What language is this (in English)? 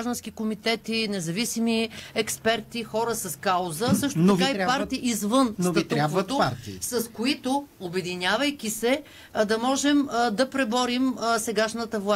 Bulgarian